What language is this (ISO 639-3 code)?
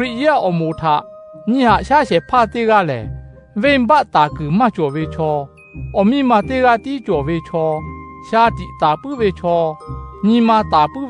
lhu